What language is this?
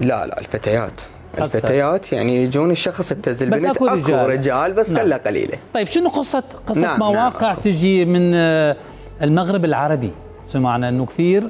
Mesopotamian Arabic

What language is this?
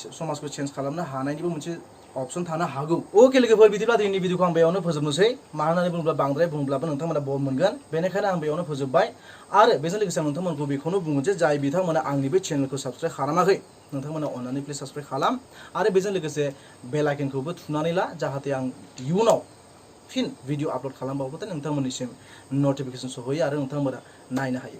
Bodo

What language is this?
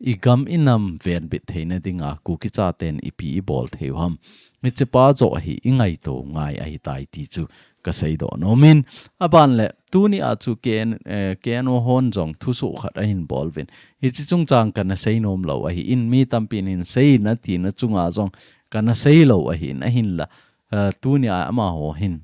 Thado Chin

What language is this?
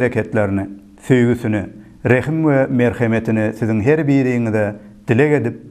Turkmen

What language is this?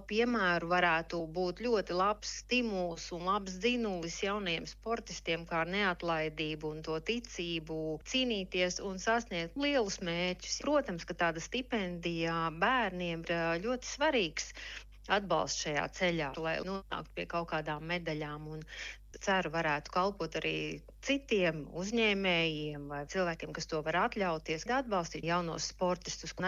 Latvian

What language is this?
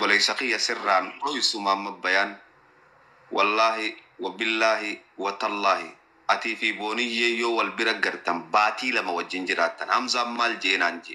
Oromo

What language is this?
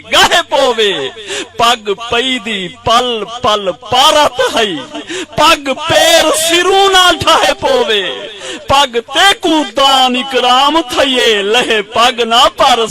Saraiki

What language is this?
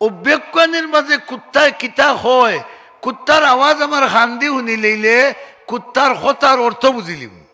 Sylheti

